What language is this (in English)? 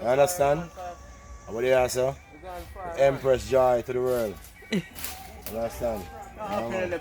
Jamaican Creole English